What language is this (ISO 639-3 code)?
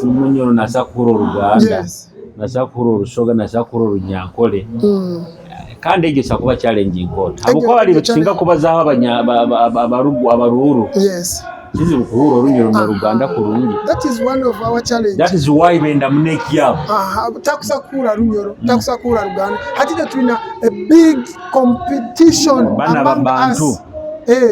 nyo